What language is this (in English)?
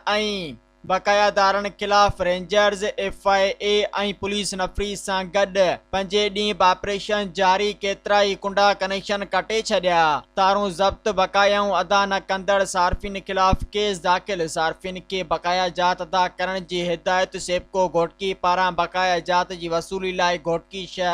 Sindhi